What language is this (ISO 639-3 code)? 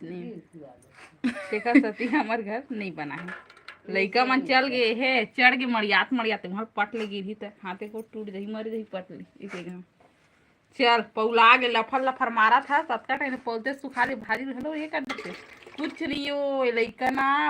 hne